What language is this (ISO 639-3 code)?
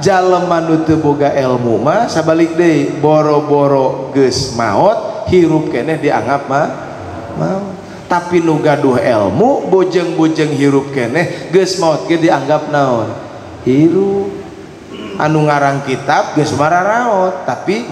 sun